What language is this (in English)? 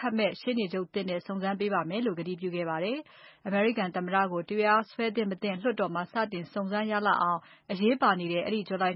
Burmese